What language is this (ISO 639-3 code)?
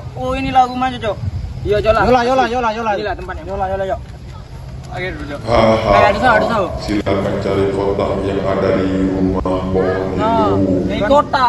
mui